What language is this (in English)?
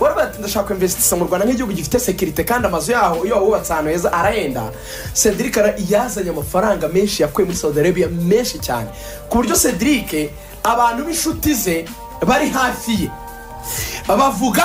Kinyarwanda